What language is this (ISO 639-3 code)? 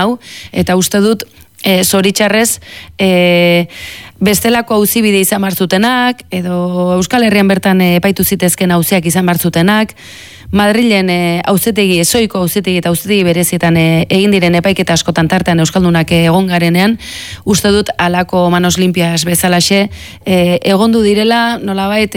eus